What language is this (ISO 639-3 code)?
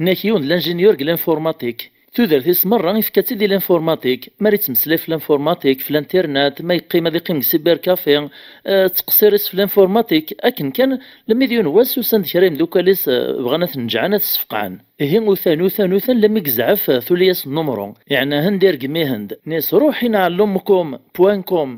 kab